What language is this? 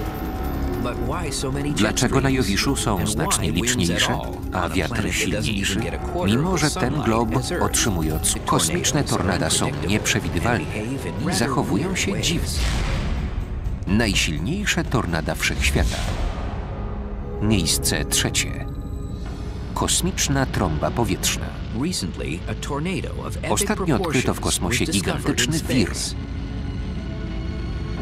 Polish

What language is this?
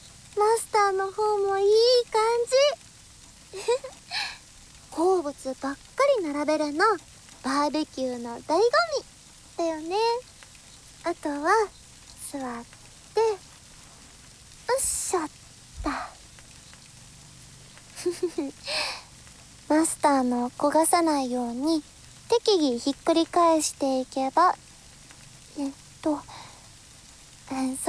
Japanese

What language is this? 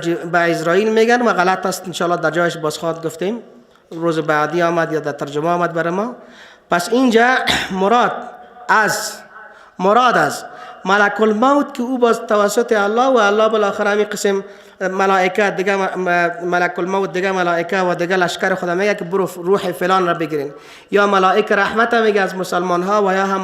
Persian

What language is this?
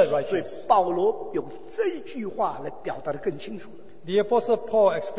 Chinese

